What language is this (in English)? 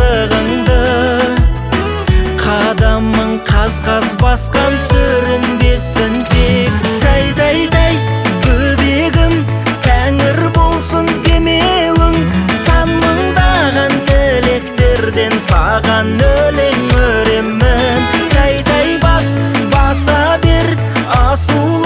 Kazakh